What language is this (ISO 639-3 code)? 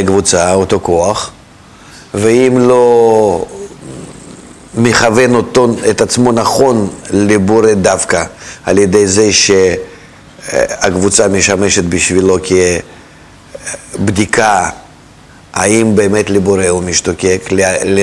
heb